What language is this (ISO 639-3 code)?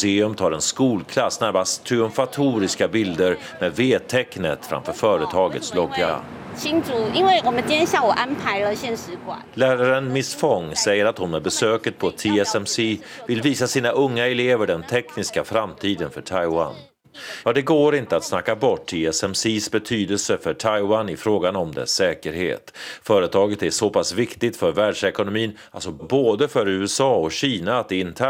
swe